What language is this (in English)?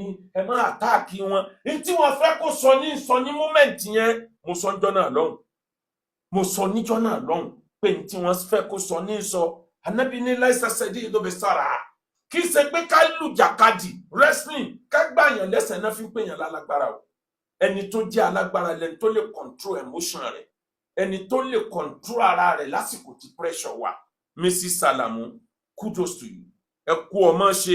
Yoruba